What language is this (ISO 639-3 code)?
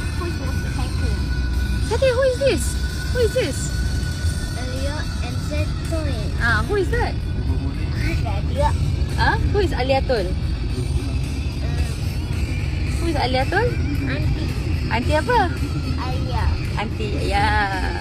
msa